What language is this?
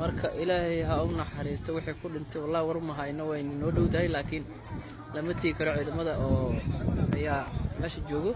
Somali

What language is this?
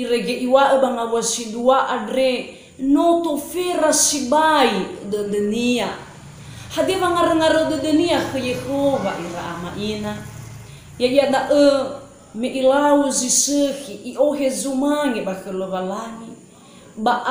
Nias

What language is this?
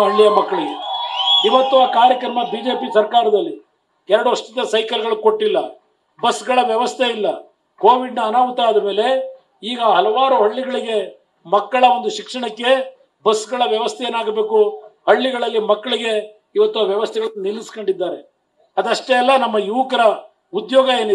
Kannada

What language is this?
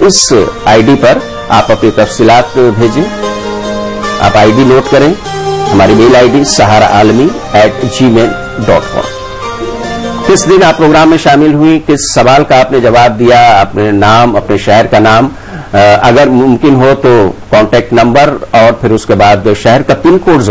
Urdu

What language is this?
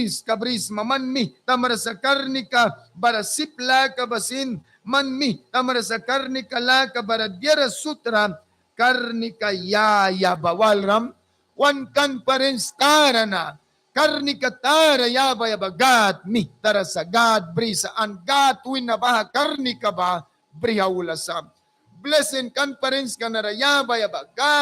Mískito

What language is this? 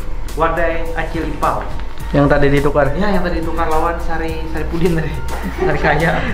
Banjar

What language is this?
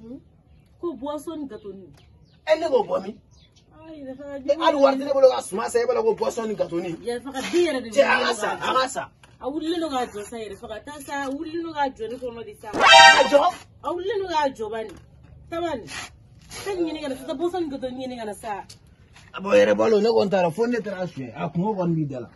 Bambara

